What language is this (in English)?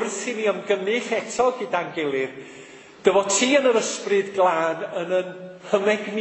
Welsh